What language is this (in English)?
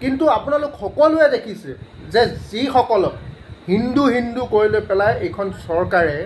Assamese